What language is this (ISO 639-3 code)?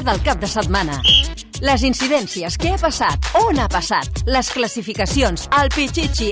cat